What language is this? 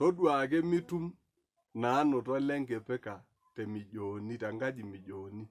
Masai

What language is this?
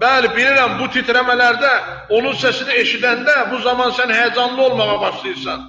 Azerbaijani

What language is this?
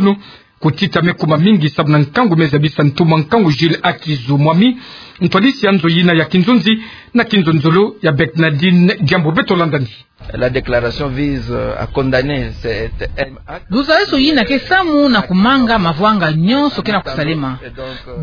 Kituba (Democratic Republic of Congo)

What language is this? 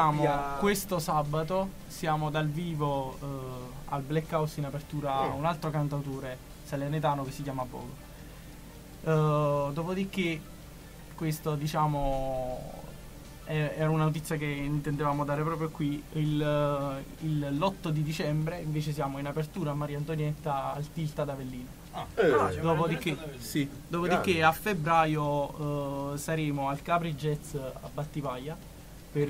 Italian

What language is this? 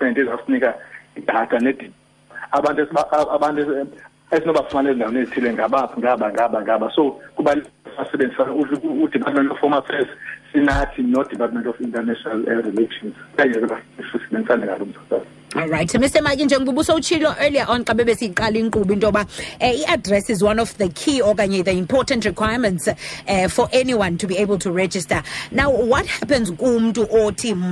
Xhosa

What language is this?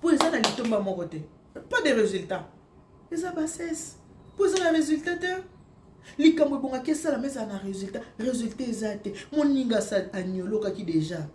Lingala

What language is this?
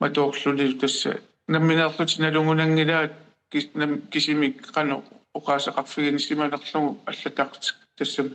Kalaallisut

